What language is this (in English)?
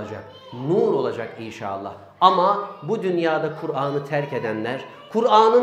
Turkish